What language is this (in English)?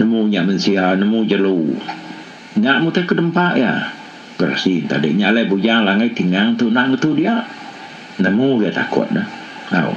Iban